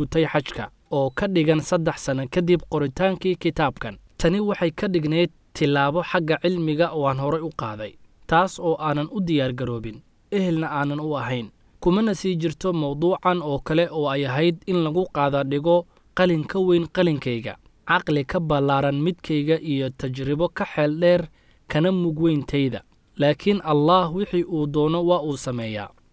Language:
Somali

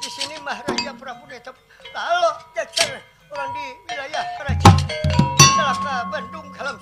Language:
Banjar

